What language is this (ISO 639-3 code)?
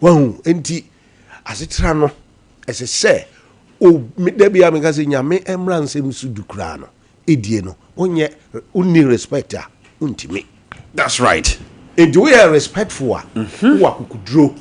aka